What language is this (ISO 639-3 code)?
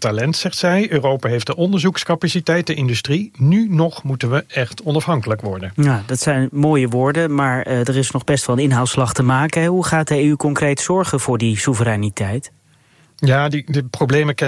nld